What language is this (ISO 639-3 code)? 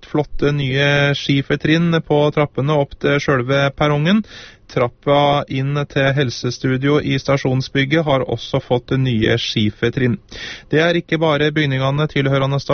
nor